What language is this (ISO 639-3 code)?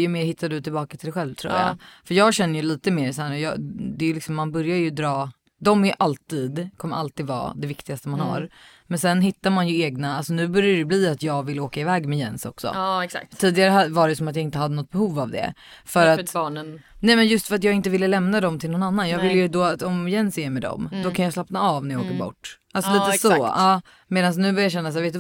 swe